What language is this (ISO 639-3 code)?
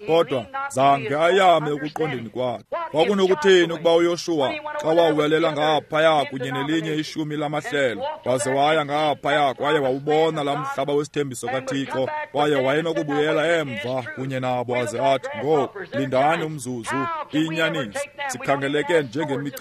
xho